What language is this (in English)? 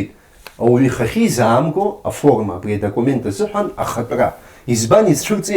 Abkhazian